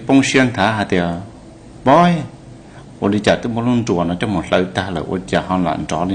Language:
Hmong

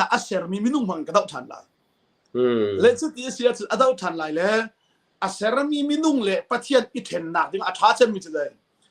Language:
Hakha Chin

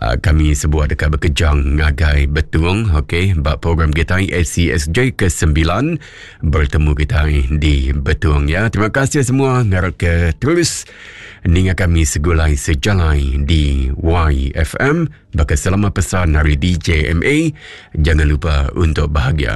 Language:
Iban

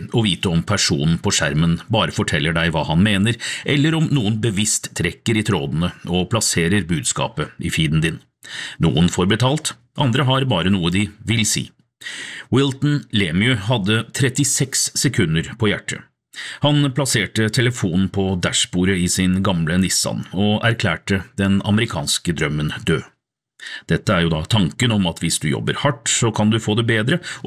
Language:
Norwegian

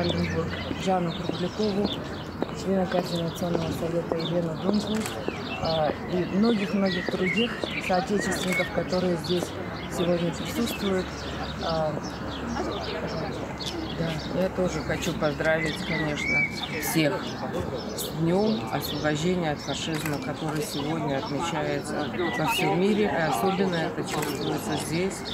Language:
Russian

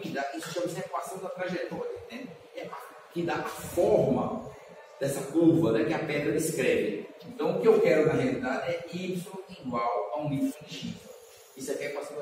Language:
Portuguese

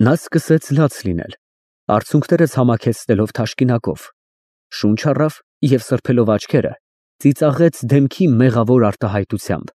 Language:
Armenian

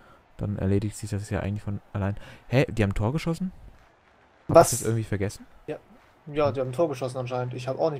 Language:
German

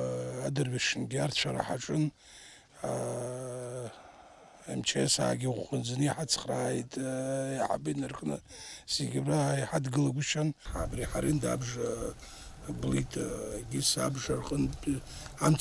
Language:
Abkhazian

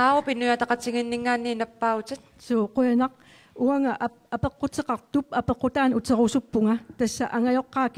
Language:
Kalaallisut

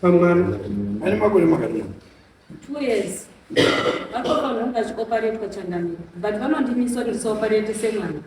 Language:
Shona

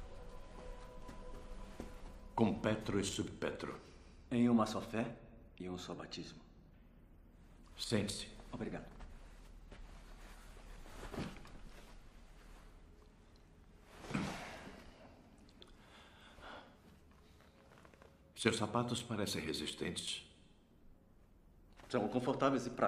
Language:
Portuguese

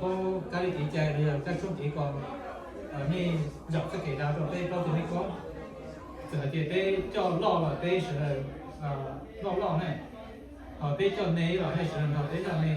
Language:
Hmong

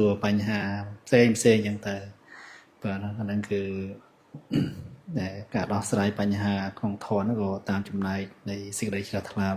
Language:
Khmer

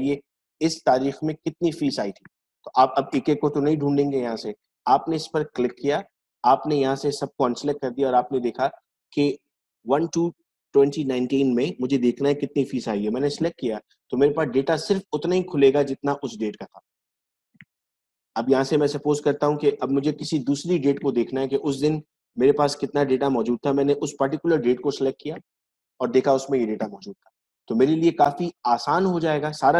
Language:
Hindi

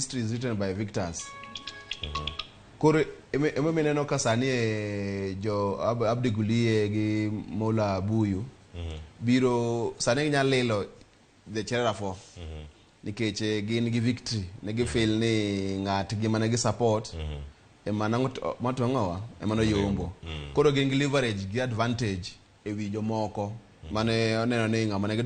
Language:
Luo (Kenya and Tanzania)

